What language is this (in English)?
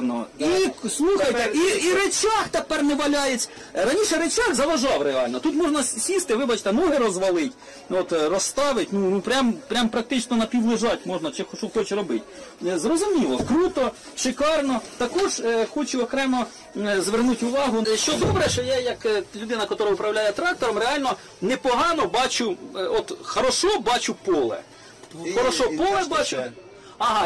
Ukrainian